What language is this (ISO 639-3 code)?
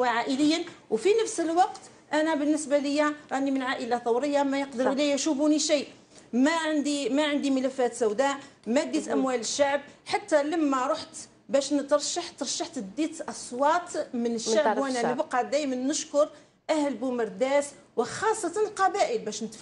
arq